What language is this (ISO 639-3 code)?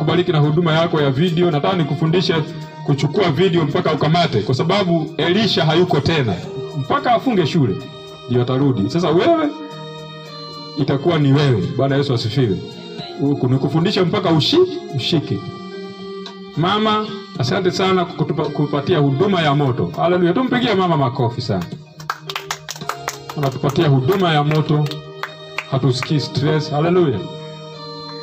swa